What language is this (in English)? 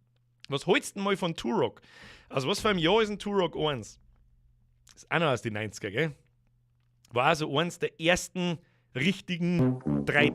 Bavarian